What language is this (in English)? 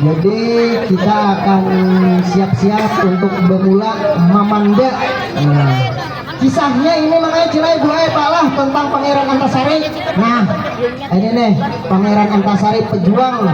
Banjar